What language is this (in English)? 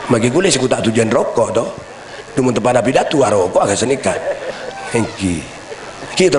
Madurese